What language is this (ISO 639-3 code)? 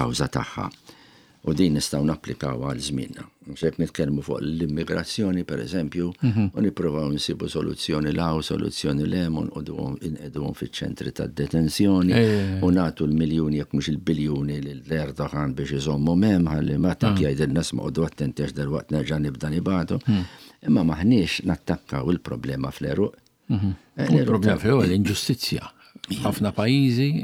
mlt